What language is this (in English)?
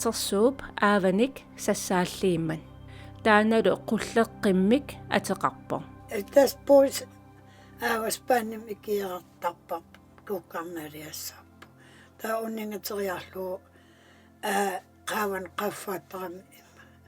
Kalaallisut